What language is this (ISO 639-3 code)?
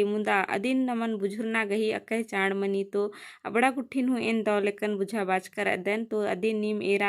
kru